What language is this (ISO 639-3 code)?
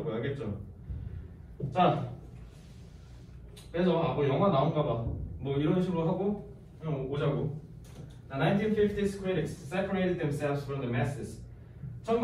kor